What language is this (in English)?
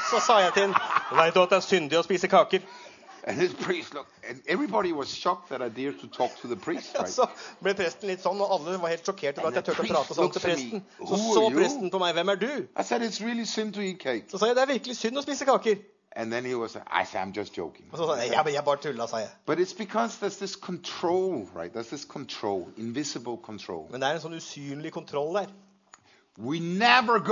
Norwegian